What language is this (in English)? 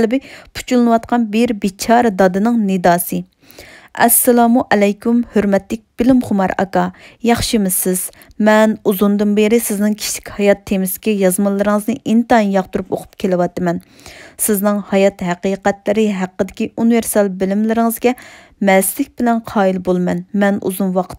Uyghur